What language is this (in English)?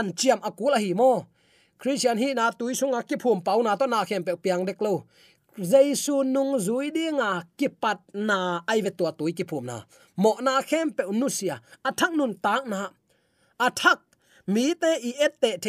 Tedim Chin